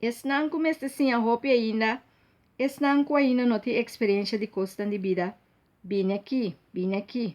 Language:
Papiamento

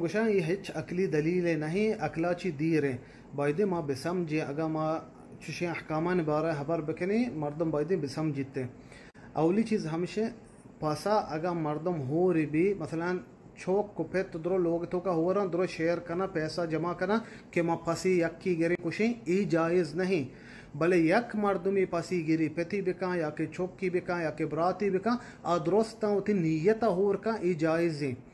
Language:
Eastern Balochi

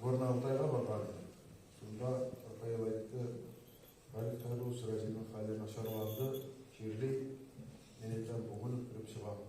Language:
Tatar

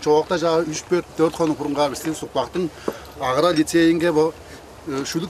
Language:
Tuvinian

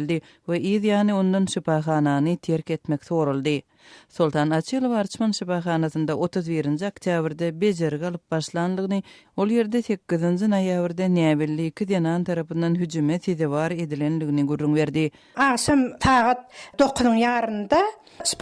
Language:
Turkmen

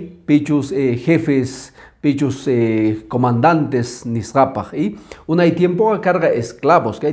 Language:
Quechua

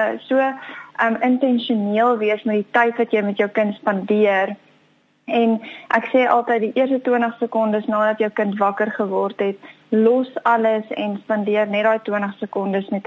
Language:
Afrikaans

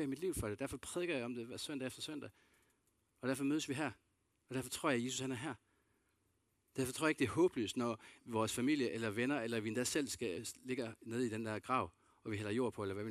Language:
Danish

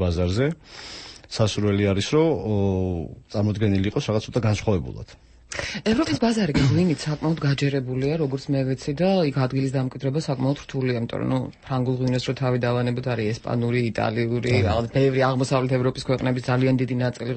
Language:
Georgian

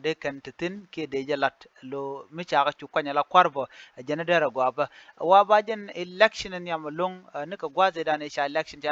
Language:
Nuer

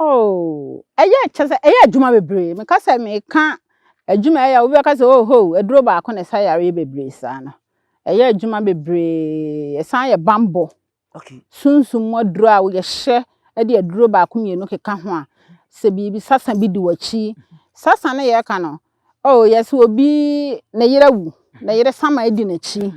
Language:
Akan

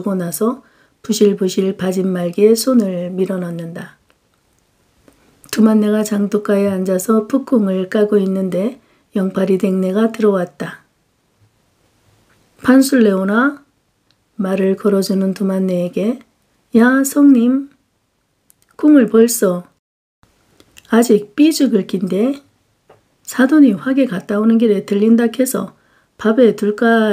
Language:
Korean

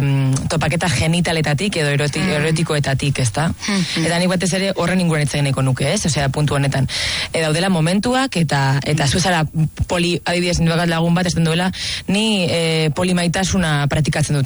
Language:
Basque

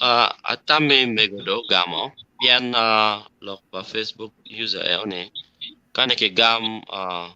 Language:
Acoli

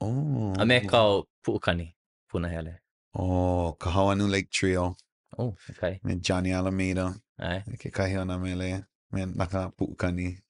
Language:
Hawaiian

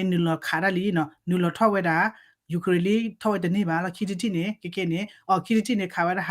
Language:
S'gaw Karen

